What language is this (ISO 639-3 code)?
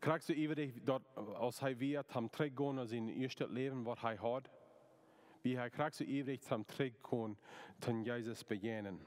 pdt